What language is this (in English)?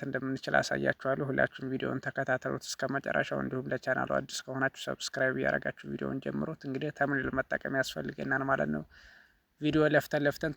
Amharic